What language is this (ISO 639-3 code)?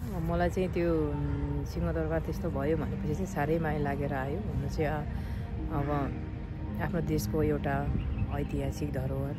nep